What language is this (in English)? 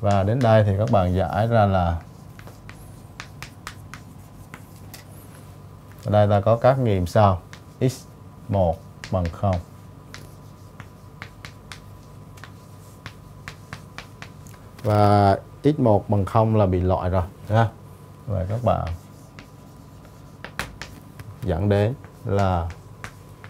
Vietnamese